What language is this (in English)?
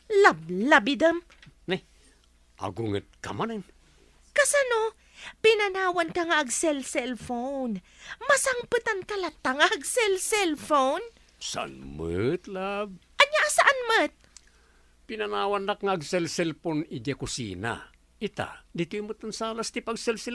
Iloko